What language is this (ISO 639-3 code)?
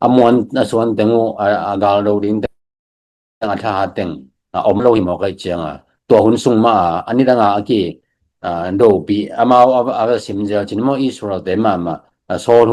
ctd